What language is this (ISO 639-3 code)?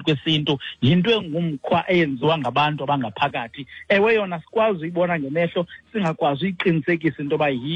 xho